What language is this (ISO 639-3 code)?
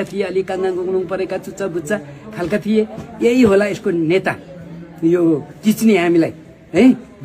nep